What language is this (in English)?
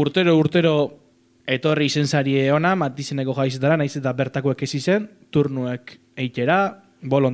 Basque